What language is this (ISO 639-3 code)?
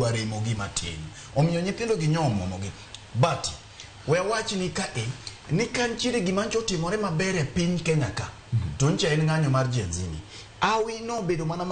luo